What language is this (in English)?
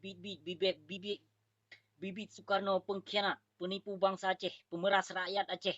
Achinese